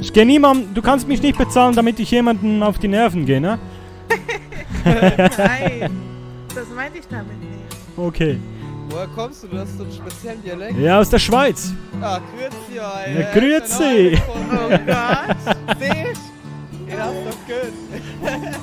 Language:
Swiss German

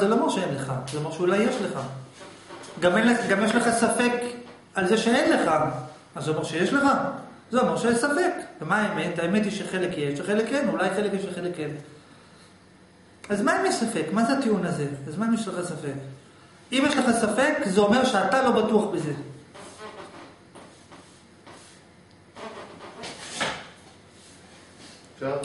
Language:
Hebrew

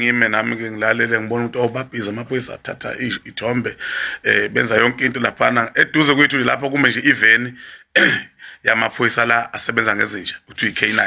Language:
Zulu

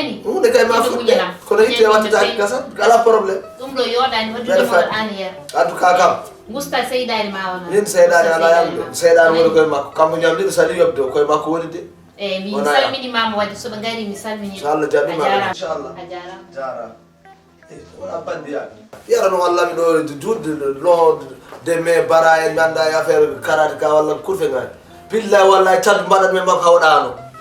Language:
Fula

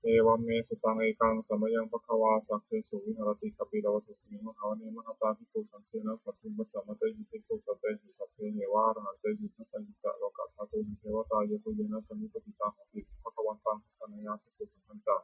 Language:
Pali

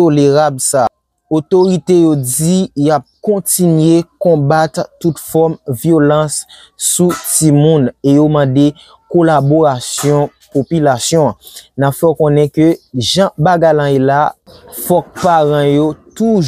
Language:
Haitian Creole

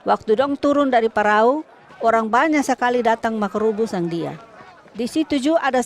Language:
Kupang Malay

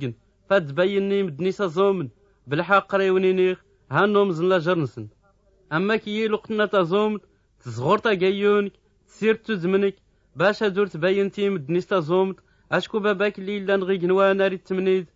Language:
Tachelhit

